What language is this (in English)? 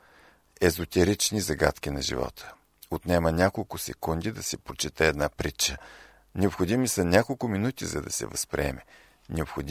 Bulgarian